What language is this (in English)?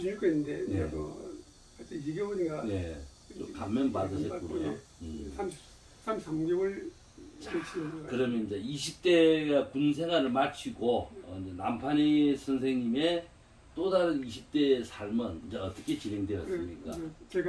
Korean